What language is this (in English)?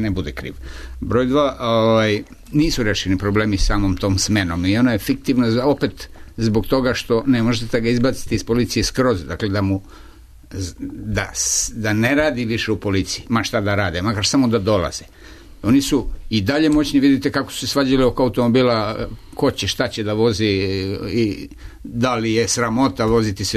Serbian